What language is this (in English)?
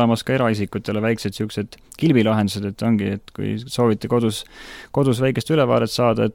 Estonian